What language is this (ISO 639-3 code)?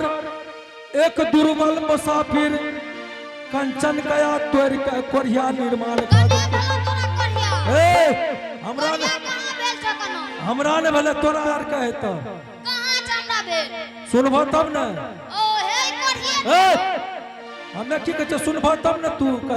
anp